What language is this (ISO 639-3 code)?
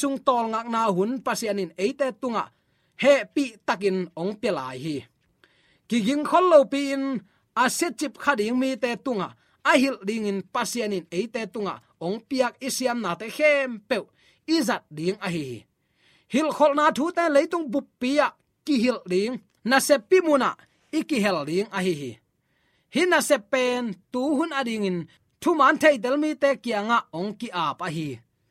ctd